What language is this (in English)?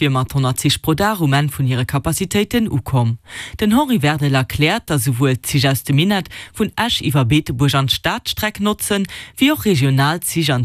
Luxembourgish